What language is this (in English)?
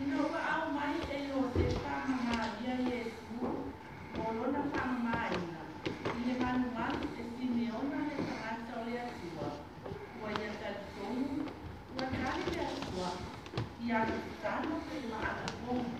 Samoan